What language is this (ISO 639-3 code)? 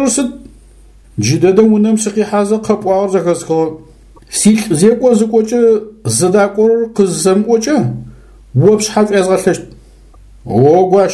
ady